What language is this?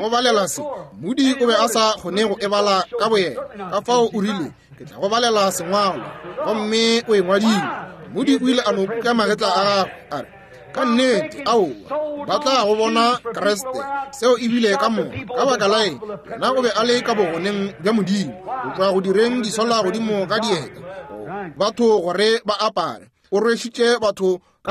Northern Sotho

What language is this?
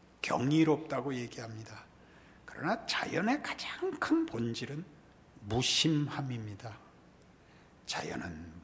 Korean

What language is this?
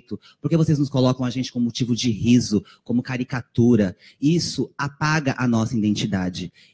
Portuguese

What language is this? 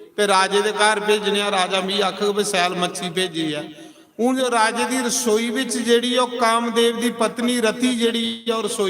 Dogri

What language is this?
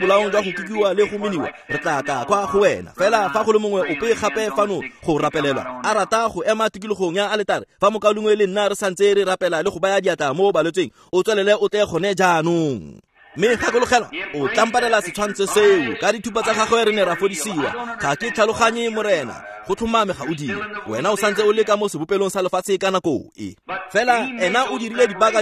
Tswana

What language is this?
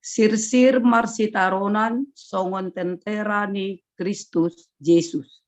Batak Simalungun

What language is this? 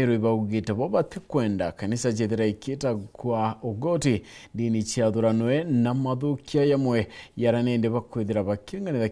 Meru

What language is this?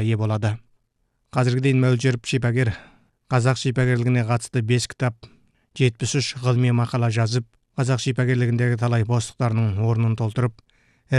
Kazakh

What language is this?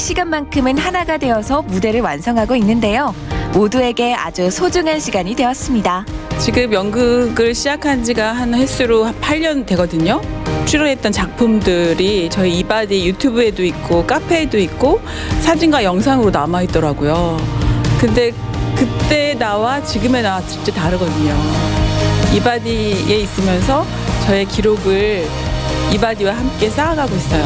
Korean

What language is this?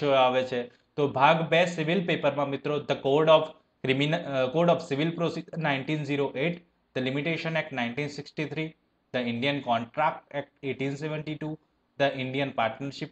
Gujarati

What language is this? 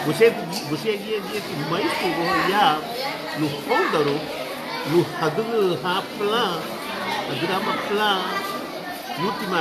Garifuna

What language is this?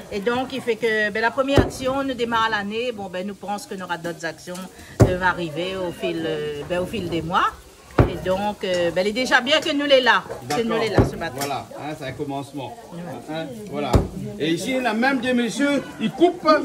Réunion Creole French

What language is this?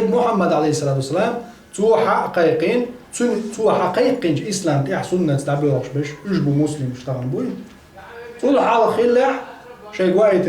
Chechen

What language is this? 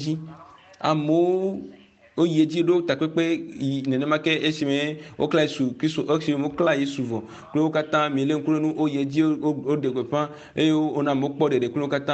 Ewe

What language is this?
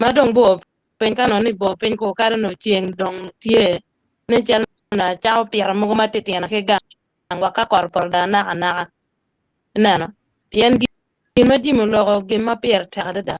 Acoli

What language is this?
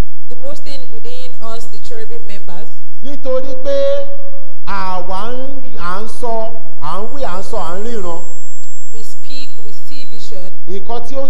Yoruba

